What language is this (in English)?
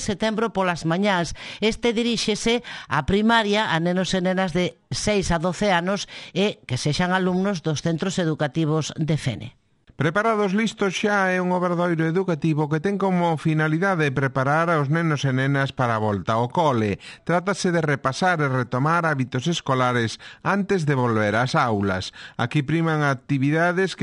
Galician